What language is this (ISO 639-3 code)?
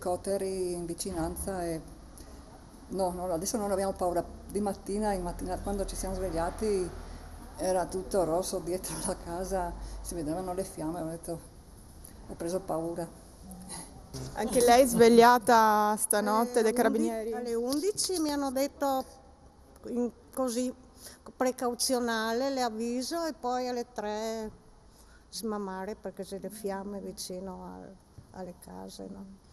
ita